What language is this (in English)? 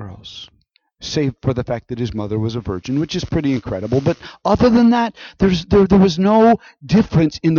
English